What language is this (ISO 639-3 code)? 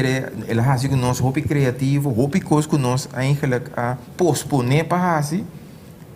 pap